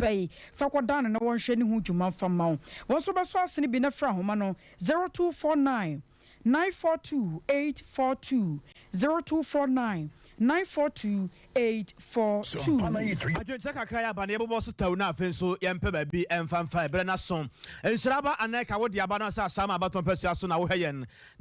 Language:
Akan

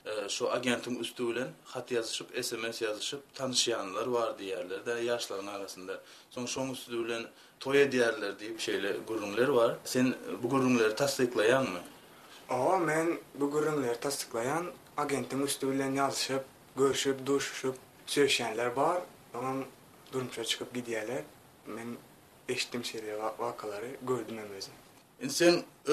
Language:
Turkmen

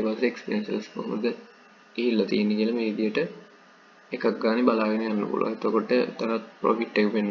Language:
Sinhala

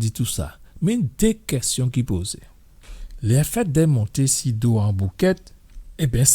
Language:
Guadeloupean Creole French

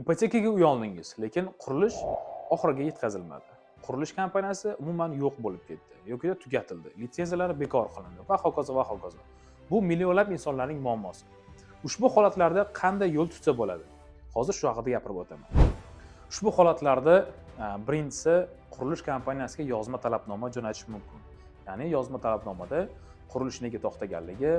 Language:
Uzbek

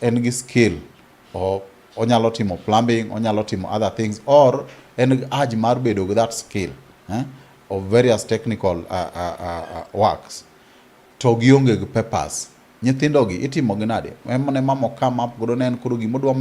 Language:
Luo (Kenya and Tanzania)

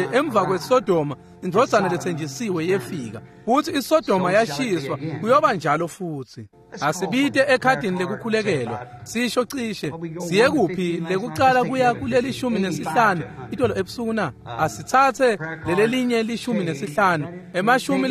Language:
Swati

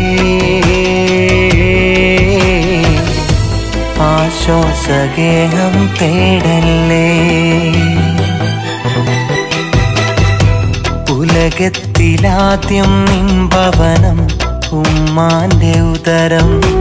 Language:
Malayalam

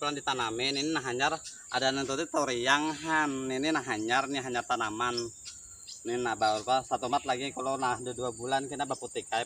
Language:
Banjar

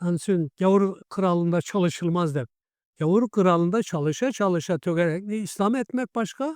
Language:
Karachay-Balkar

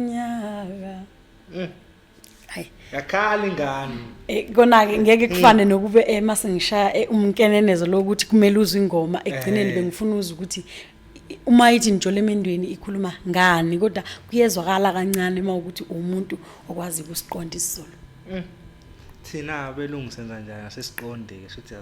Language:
Zulu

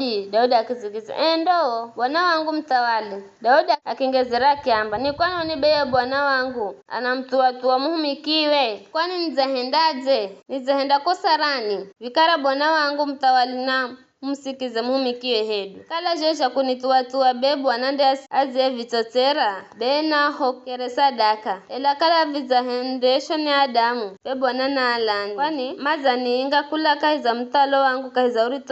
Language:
Giryama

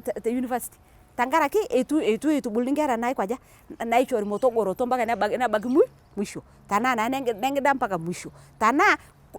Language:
Masai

